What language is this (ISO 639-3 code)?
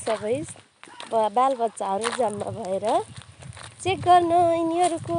nep